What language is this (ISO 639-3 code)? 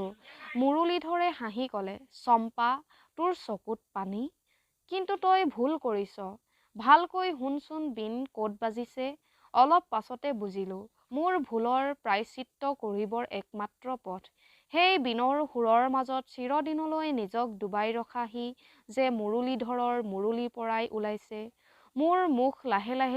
asm